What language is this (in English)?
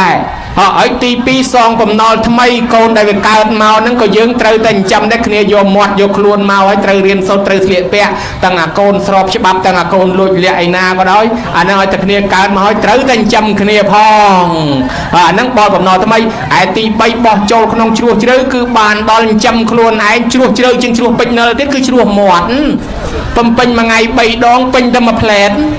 Khmer